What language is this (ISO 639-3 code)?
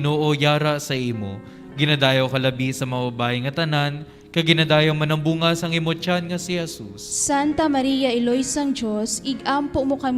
hil